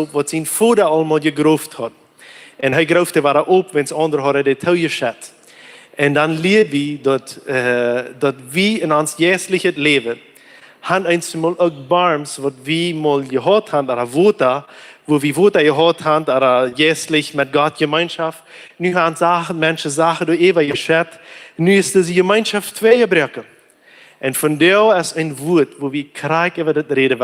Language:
Plautdietsch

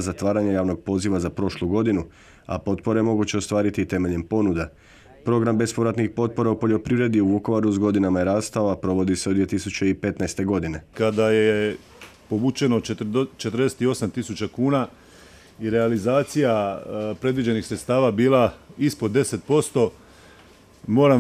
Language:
Croatian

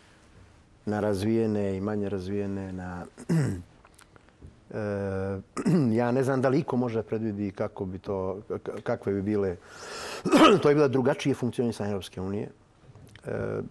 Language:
Bosnian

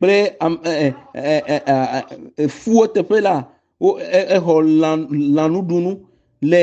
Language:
Ewe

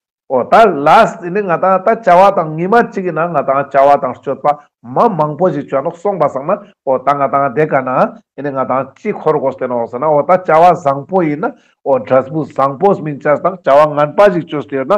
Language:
Ladakhi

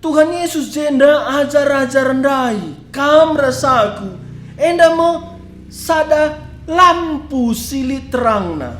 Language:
Batak Karo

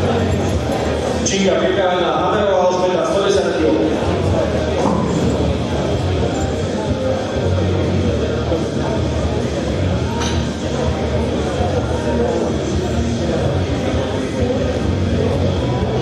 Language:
Slovak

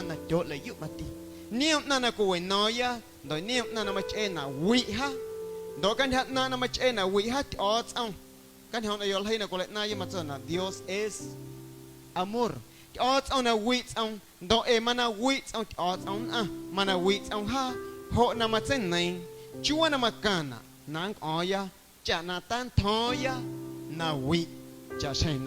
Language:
Guerrero Amuzgo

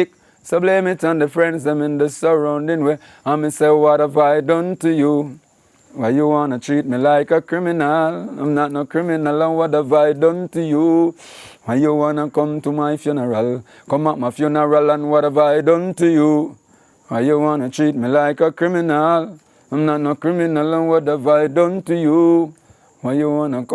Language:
Jamaican Creole English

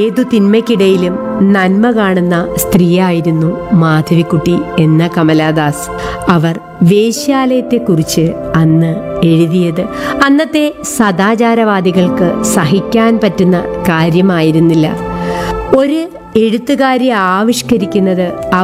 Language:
Malayalam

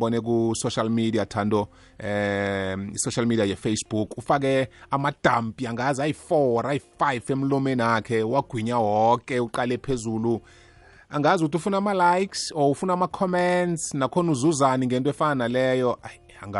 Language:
South Ndebele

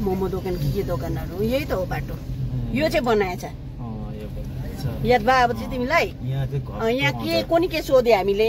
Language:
Nepali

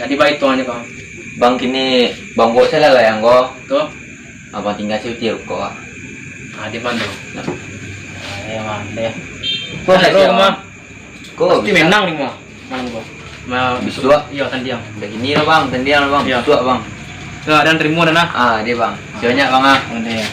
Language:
Minangkabau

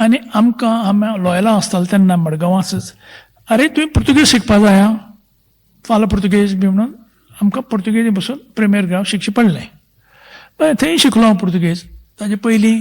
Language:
Konkani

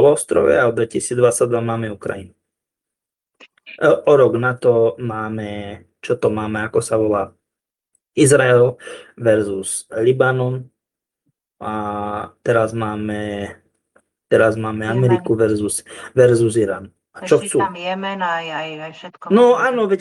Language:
Slovak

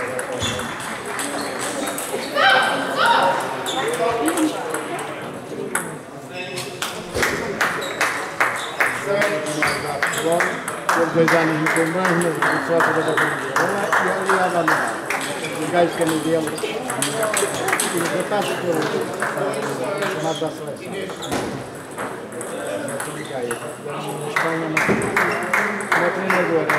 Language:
Portuguese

